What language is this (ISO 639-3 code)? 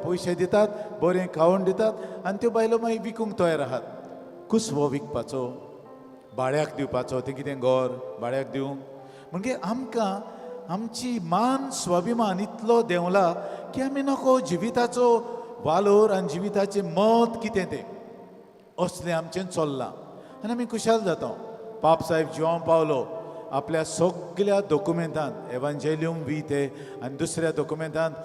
kok